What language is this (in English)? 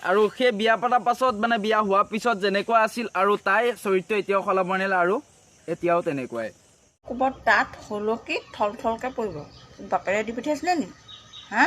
Assamese